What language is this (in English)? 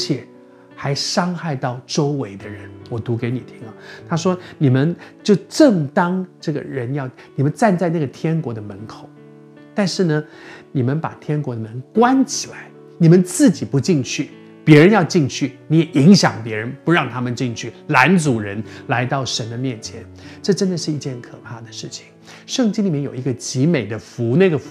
Chinese